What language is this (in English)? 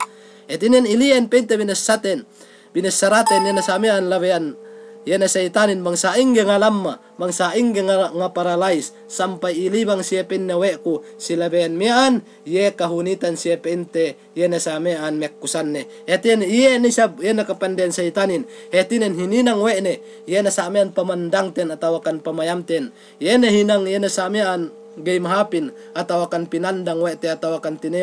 Yakan